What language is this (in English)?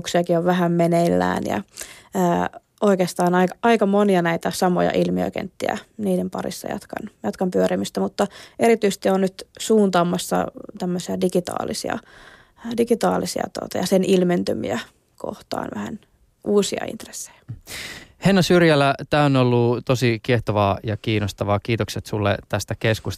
Finnish